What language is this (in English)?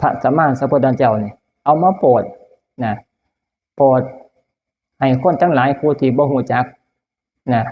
Northeastern Thai